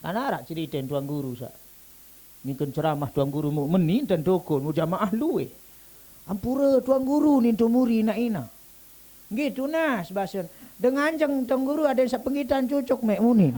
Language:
Sasak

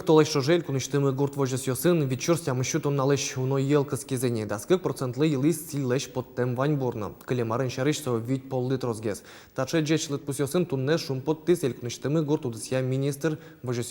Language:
Udmurt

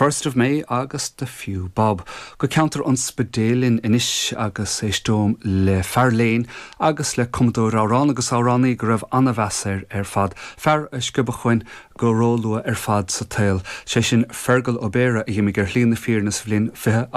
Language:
Irish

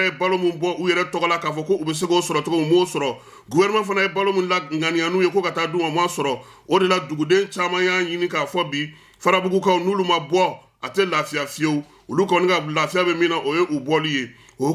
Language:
Bambara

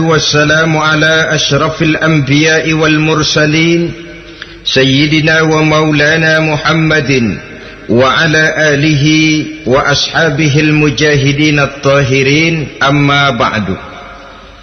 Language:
Indonesian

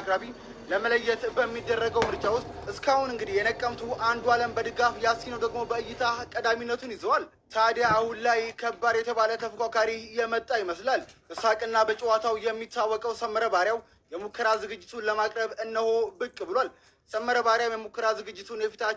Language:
Amharic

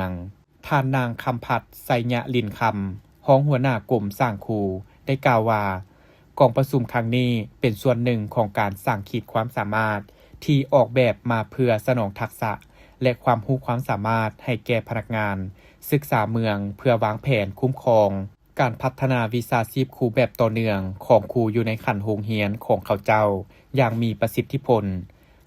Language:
Lao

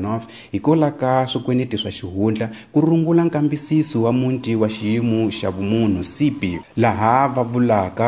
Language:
Tsonga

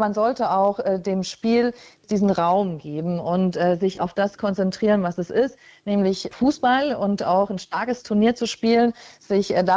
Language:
German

